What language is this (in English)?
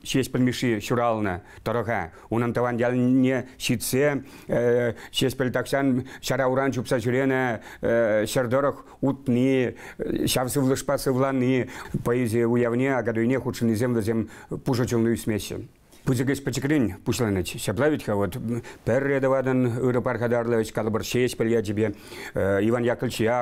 Chuvash